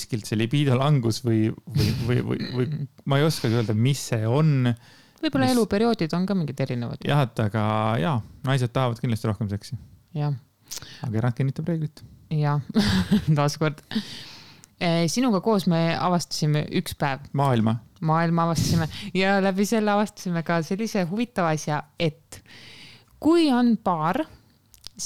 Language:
Estonian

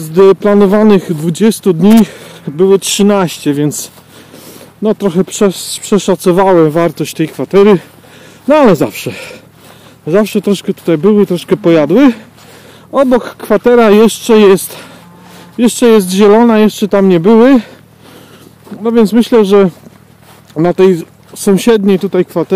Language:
Polish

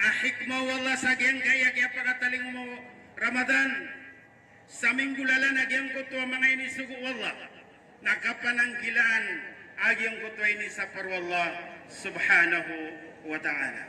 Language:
Maranao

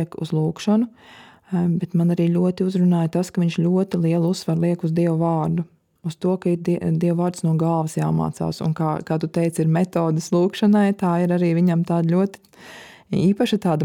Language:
Latvian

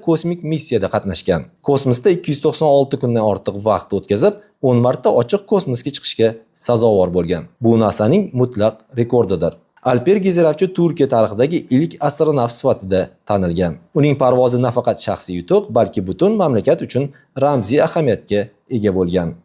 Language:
Uzbek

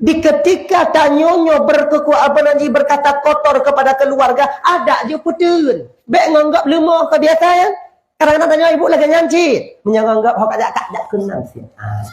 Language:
Achinese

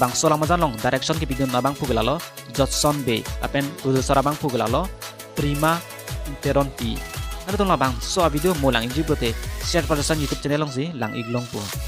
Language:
Karbi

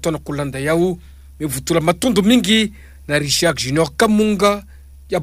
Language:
Kituba (Democratic Republic of Congo)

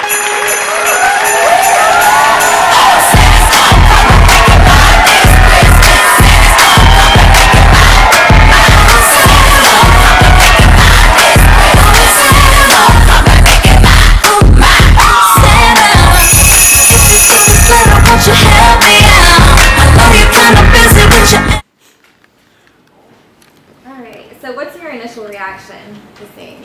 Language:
English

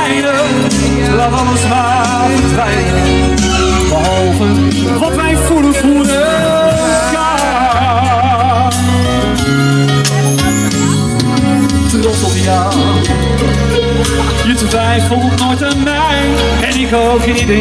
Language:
Dutch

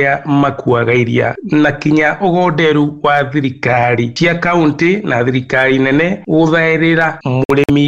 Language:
Kikuyu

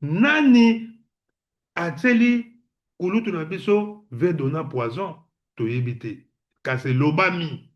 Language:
Lingala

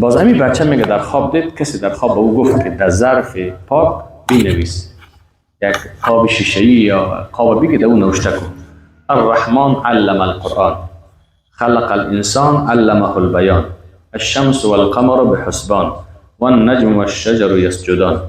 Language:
Persian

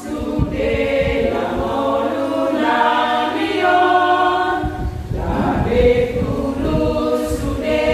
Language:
Batak Toba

